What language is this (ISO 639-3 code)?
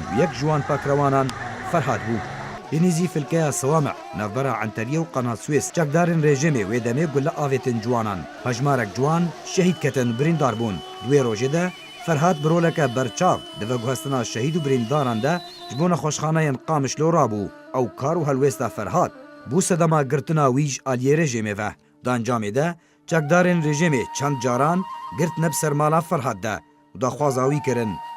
kur